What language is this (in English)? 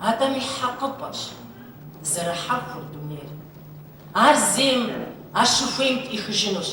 Kabardian